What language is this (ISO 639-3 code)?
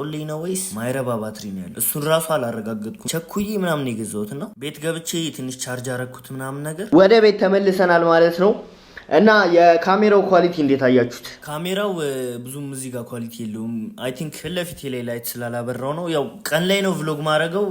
amh